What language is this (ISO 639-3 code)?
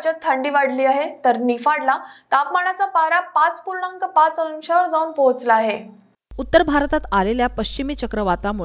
mar